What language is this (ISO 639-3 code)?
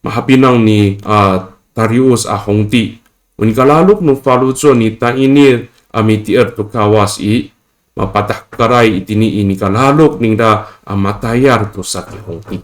ami